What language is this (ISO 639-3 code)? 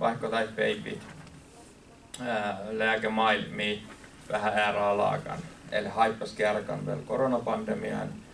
fin